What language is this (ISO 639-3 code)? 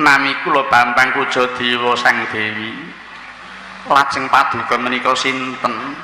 jav